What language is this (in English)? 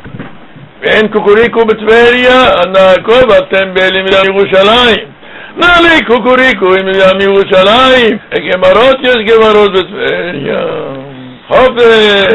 Hebrew